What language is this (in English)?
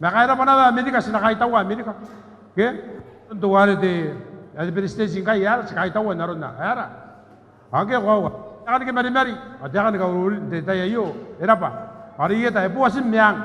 Gilbertese